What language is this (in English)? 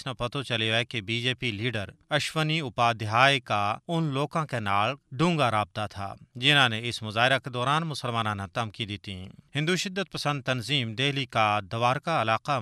Gujari